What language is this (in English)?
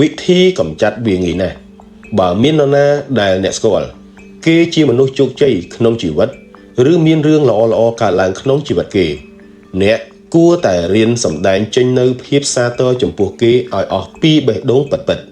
Khmer